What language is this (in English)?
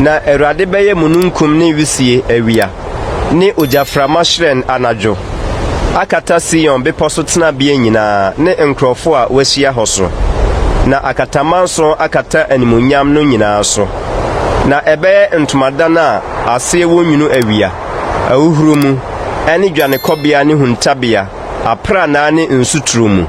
Akan